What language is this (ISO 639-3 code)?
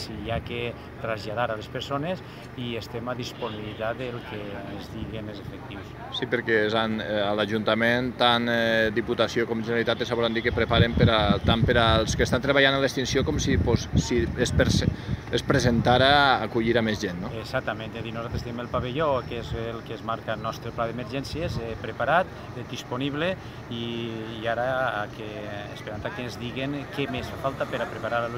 cat